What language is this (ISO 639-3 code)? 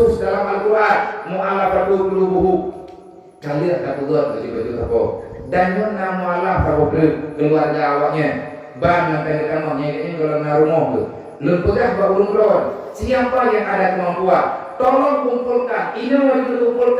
ace